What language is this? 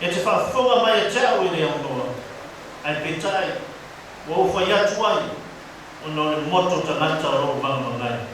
Samoan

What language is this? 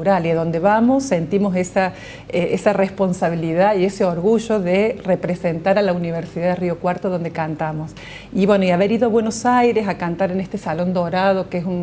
Spanish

